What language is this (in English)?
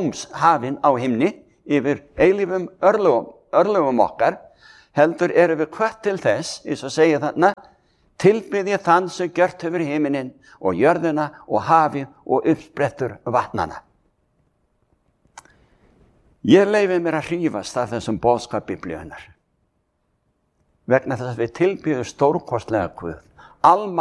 Icelandic